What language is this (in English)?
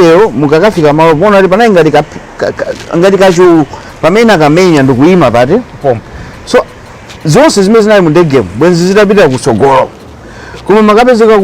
Nyanja